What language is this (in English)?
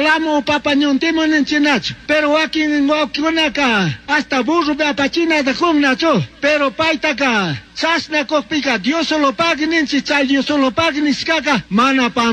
Chimborazo Highland Quichua